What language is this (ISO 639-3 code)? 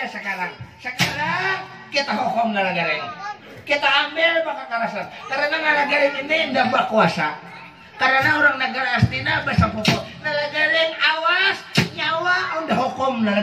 bjn